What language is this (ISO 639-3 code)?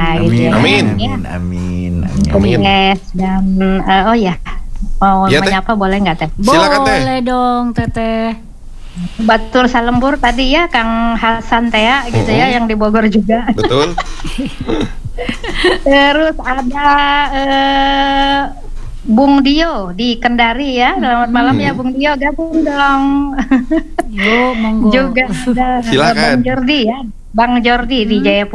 ind